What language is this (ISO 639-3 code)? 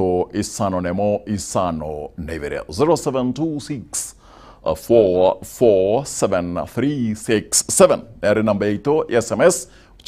guz